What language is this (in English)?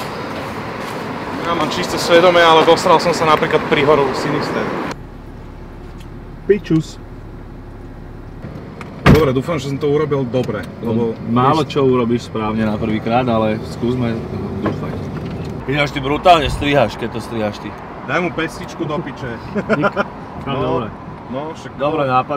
Slovak